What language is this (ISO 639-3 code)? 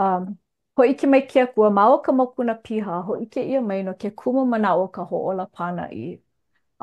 haw